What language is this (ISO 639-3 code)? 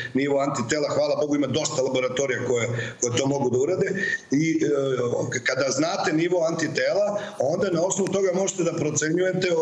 srp